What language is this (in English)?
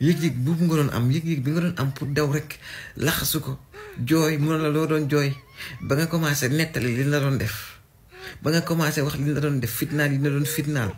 Wolof